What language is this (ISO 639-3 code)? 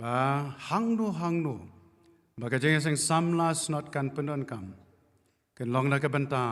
kha